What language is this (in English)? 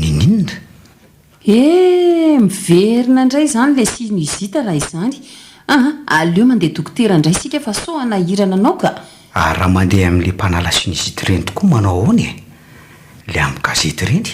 Malagasy